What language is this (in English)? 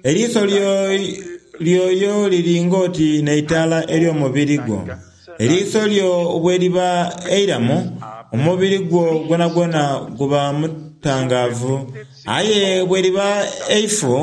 Soga